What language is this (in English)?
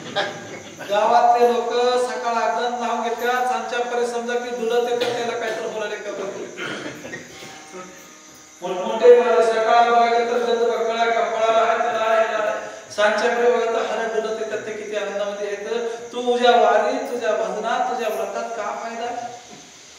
Marathi